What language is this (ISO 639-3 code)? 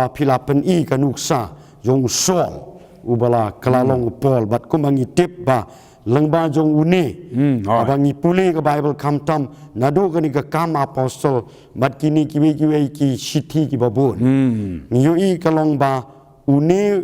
kha